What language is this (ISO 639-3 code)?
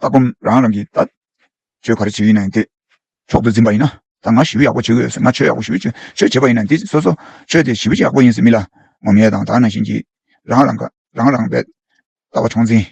bod